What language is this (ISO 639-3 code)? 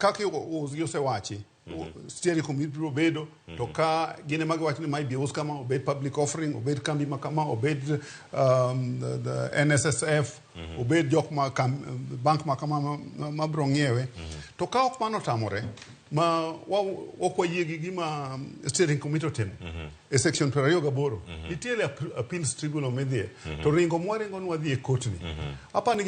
luo